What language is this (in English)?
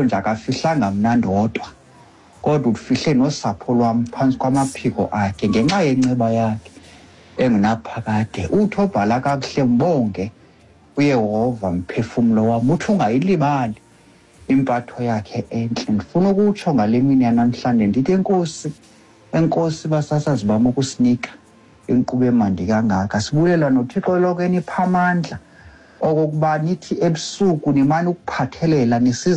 Xhosa